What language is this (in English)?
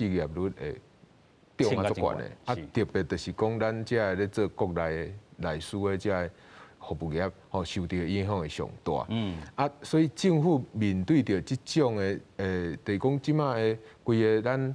Min Nan Chinese